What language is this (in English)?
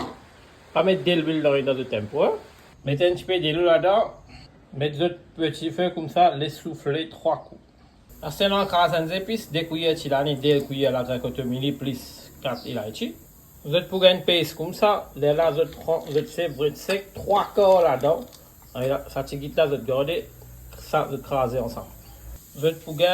Morisyen